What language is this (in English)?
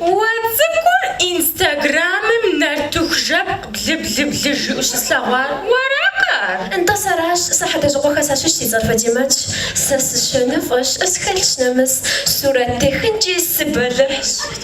Kabardian